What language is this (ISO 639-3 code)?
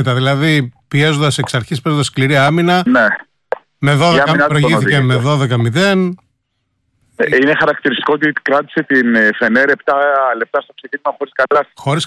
ell